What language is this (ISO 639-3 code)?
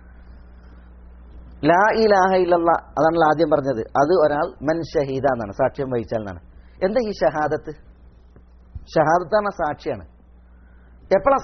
mal